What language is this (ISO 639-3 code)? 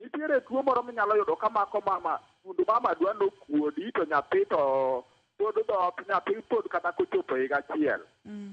luo